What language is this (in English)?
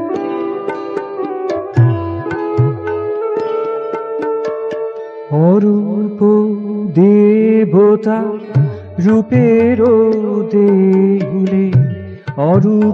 Bangla